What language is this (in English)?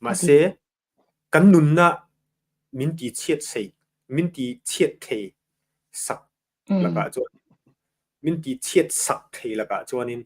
Mizo